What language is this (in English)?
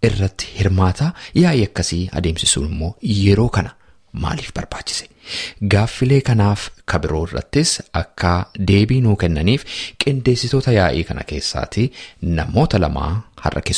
Oromo